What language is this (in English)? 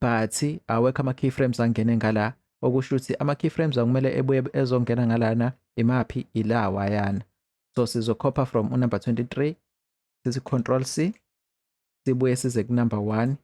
Zulu